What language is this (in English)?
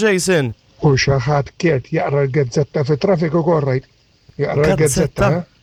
Maltese